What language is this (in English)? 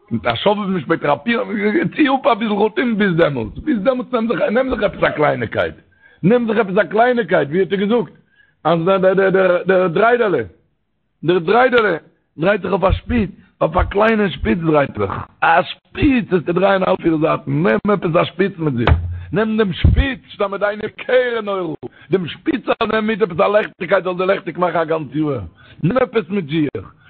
Yiddish